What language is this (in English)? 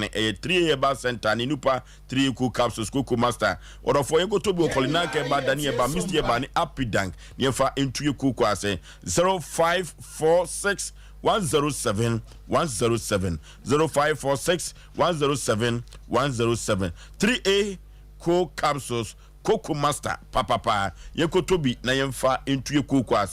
Akan